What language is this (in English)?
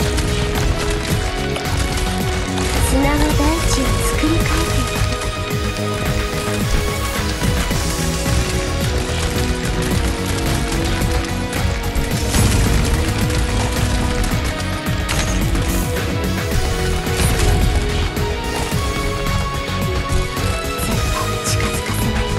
Japanese